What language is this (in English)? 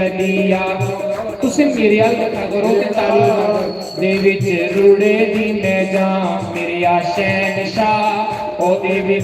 Dogri